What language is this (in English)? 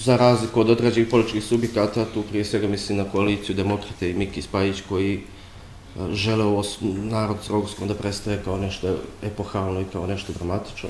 Bosnian